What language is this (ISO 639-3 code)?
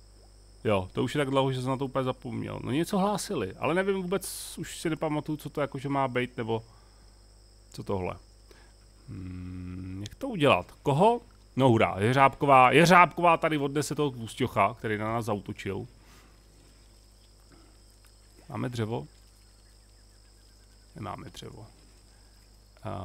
ces